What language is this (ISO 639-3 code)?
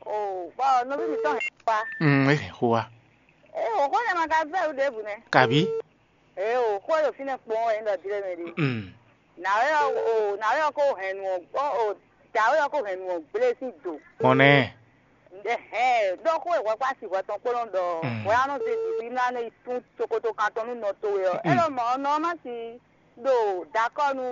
fon